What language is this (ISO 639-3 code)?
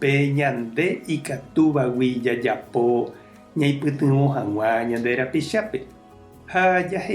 grn